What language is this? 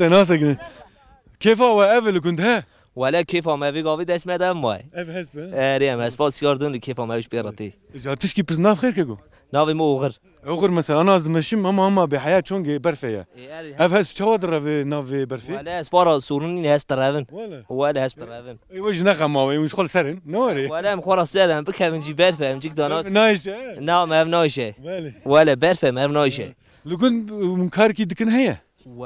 Kurdish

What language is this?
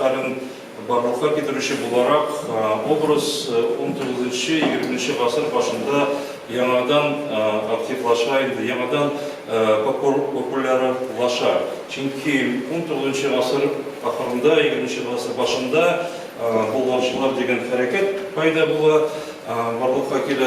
Tatar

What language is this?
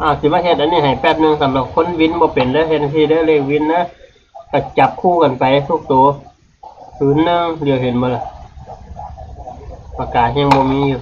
Northeastern Thai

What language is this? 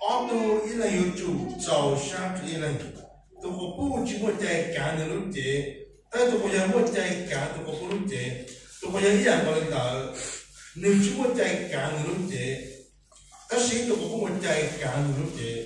Hmong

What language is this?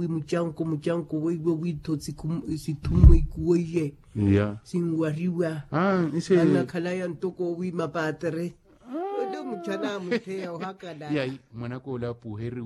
Makhuwa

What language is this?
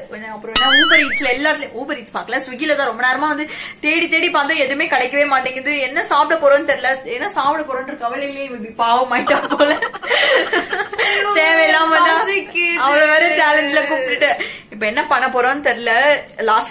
Tamil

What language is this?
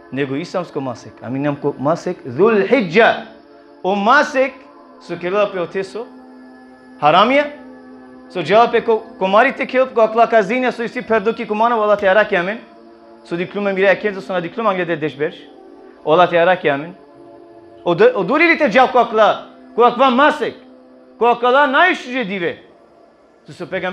Balkan Romani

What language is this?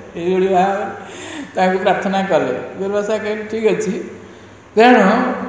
Odia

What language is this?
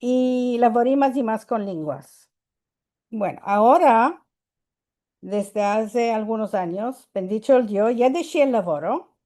Ladino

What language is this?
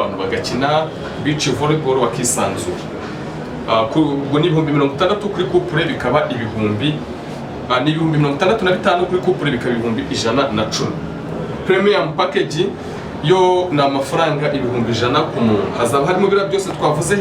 Kinyarwanda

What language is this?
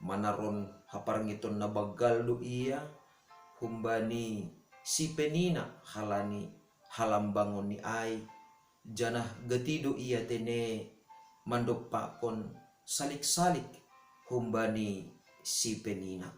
Batak Simalungun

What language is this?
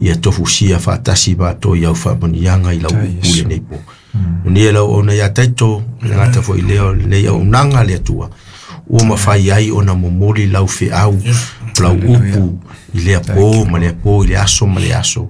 Samoan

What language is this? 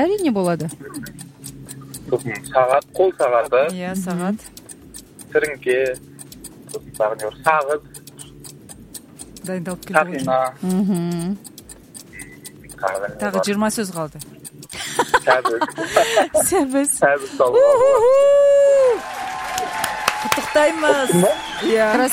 Kazakh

